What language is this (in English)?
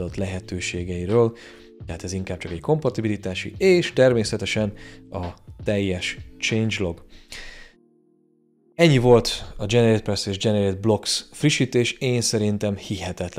Hungarian